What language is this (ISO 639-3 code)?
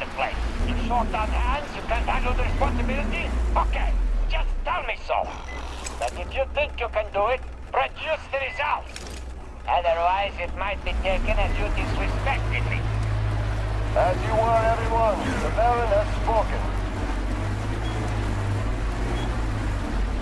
eng